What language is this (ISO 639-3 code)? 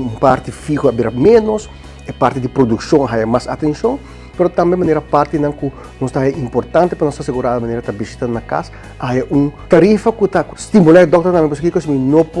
pap